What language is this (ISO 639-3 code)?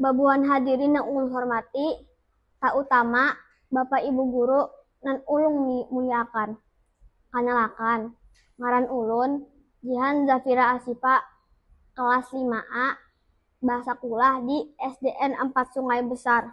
bjn